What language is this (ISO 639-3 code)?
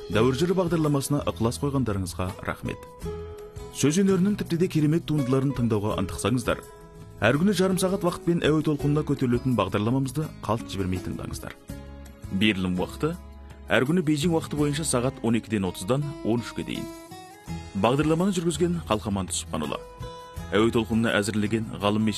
kaz